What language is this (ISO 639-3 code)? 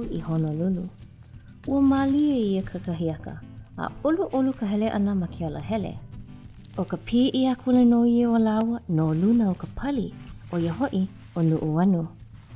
haw